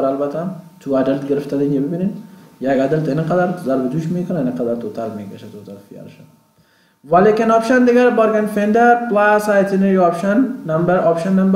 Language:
Persian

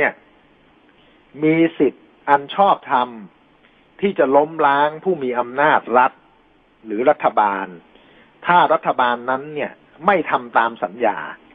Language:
Thai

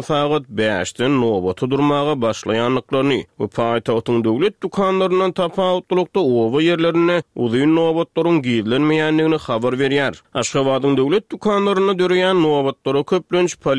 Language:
Turkmen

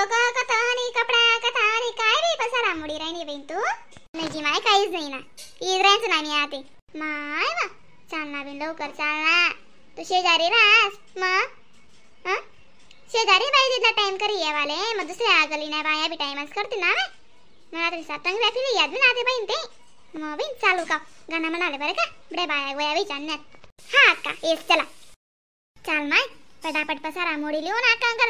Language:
Khandesi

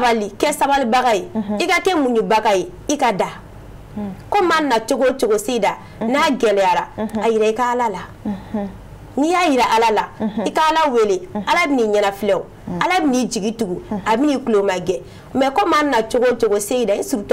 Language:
Bambara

